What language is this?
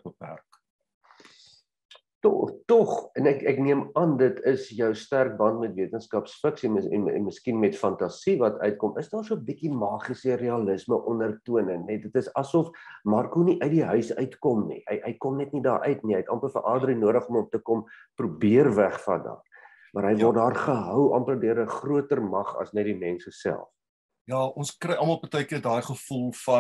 Afrikaans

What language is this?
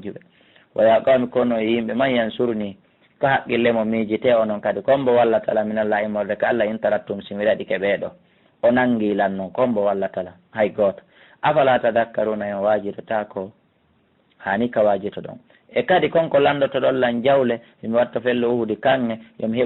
Fula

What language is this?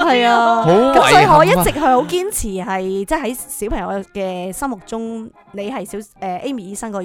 Cantonese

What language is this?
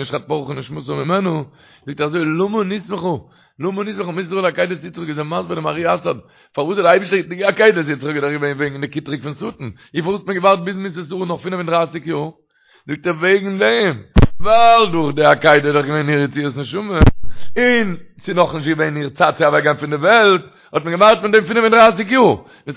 Yiddish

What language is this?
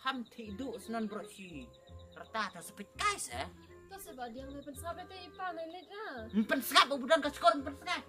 Khasi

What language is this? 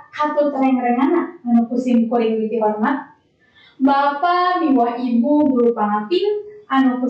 Sundanese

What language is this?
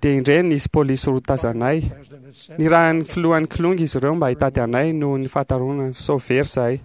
Malagasy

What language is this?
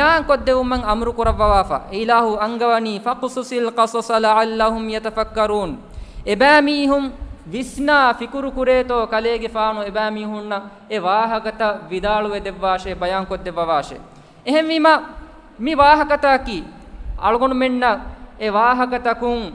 Divehi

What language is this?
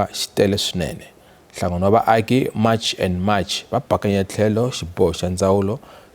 Tsonga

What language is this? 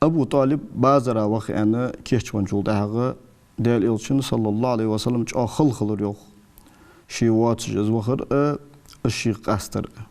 Ingush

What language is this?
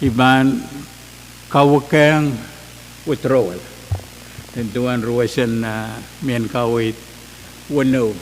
Pohnpeian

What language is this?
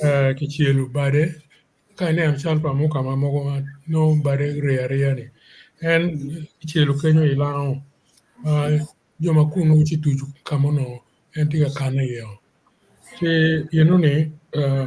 Acoli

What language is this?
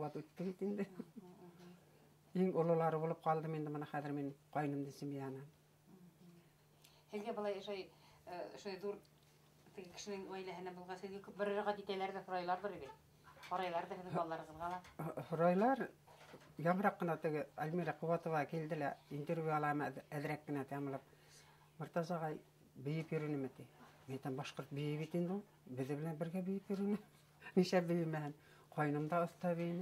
Bashkir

